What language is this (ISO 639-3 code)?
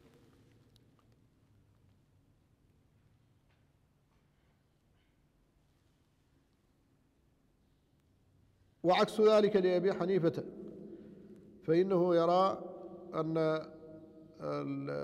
ara